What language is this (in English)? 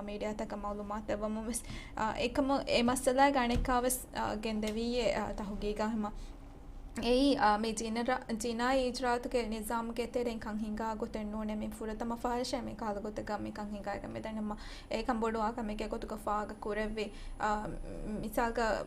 Divehi